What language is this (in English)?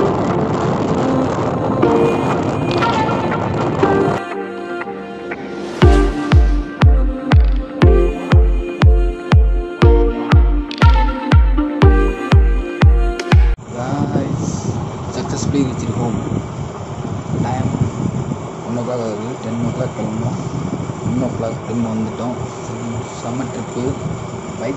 Tamil